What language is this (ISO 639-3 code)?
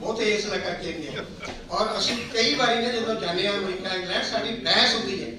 lah